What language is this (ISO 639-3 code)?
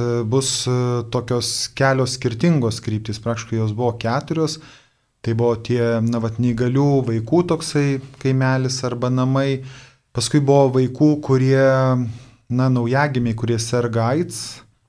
lit